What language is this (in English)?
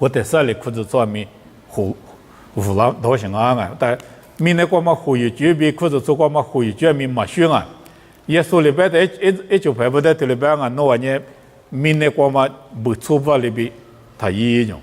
Lisu